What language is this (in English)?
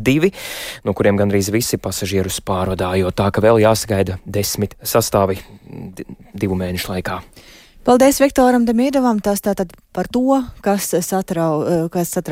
Latvian